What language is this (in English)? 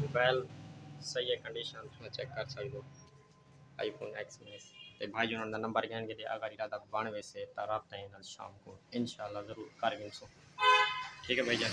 Saraiki